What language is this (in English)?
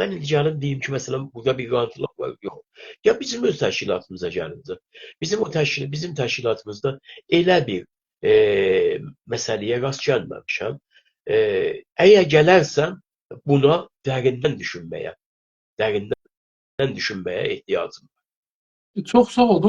South Azerbaijani